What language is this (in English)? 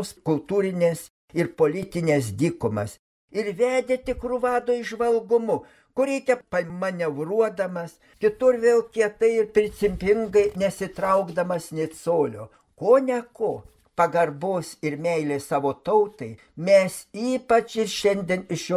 Lithuanian